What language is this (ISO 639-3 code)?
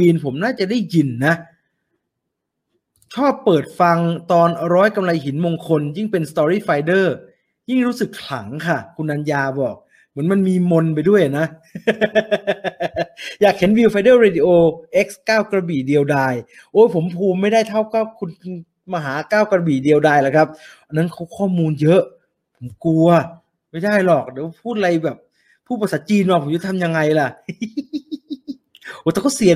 tha